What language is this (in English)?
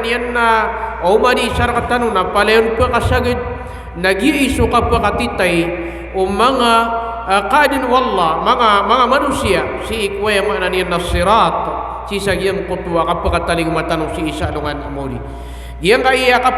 Maranao